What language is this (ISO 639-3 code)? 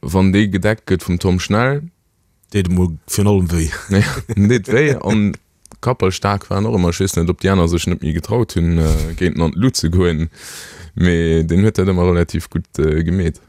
ltz